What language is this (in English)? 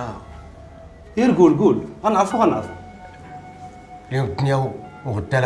Moroccan Arabic